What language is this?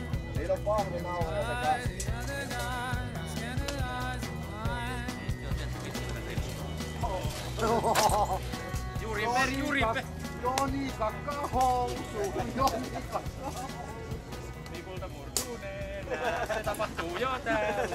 Finnish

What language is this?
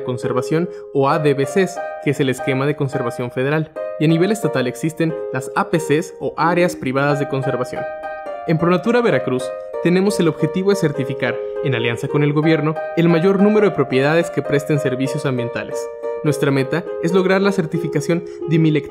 Spanish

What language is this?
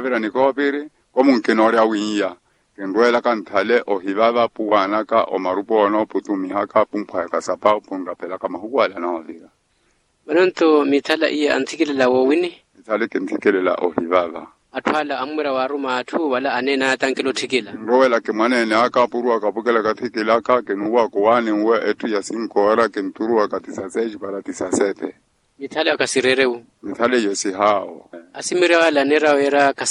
Makhuwa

